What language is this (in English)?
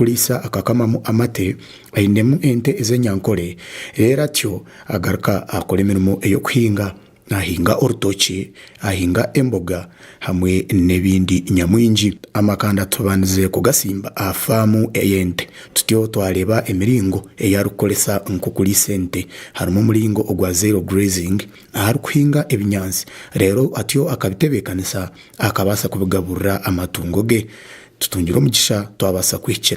Nyankole